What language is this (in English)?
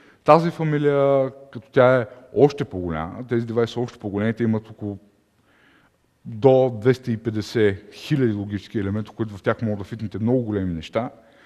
Bulgarian